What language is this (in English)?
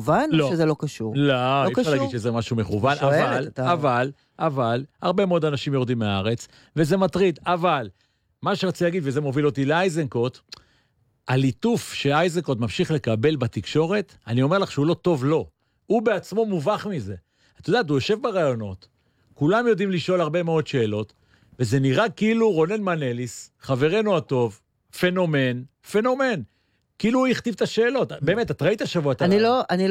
Hebrew